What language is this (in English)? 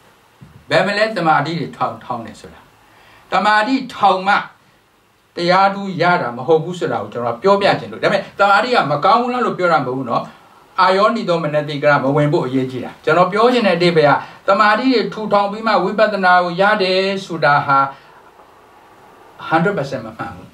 Burmese